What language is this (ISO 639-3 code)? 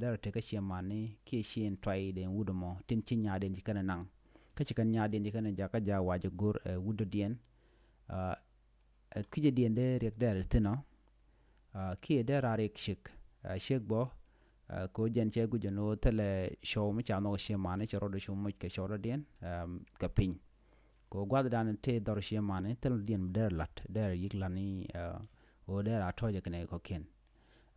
nus